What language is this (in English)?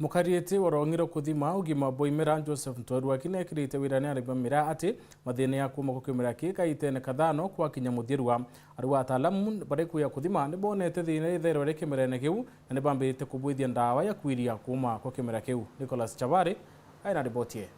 Meru